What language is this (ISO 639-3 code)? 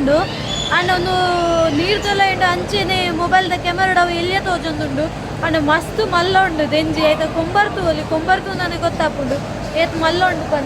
tcy